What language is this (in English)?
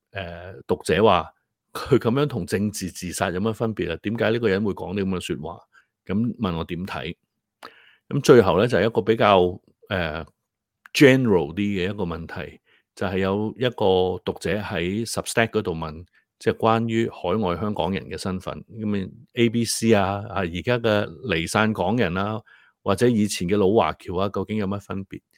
Cantonese